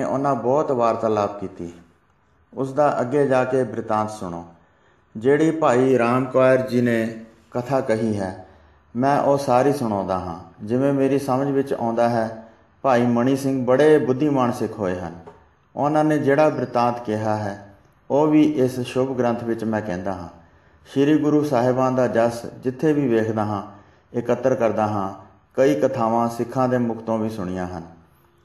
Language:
Punjabi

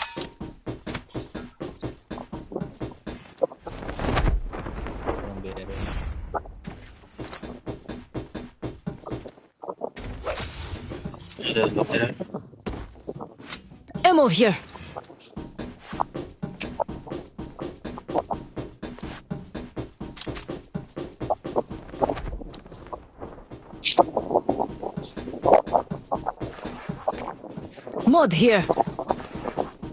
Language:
Malay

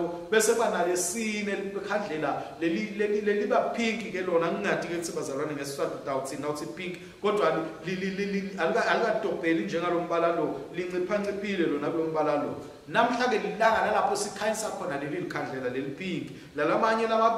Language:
Swati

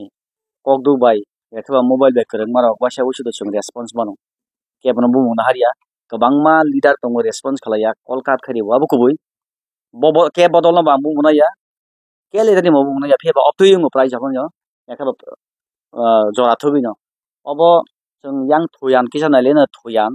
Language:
Kok Borok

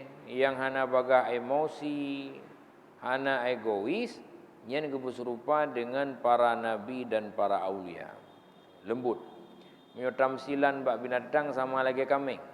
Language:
Achinese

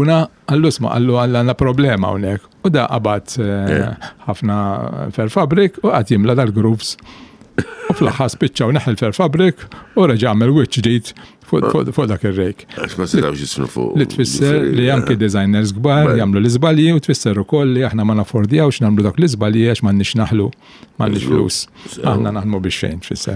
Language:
Maltese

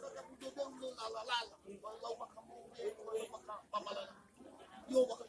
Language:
Nias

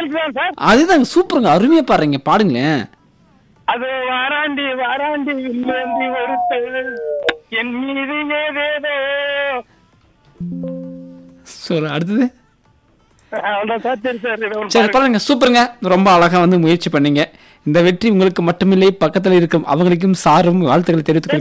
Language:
Tamil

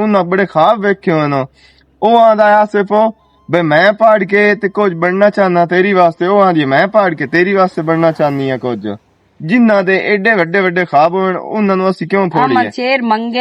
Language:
Western Panjabi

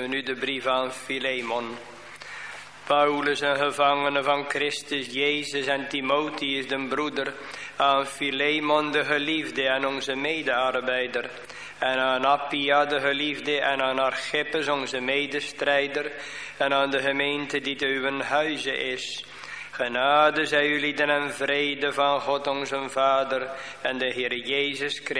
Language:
Dutch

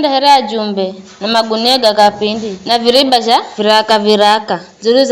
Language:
Giryama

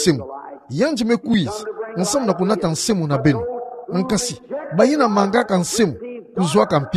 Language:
Kituba (Democratic Republic of Congo)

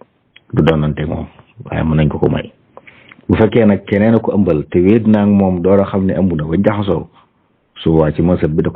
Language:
Wolof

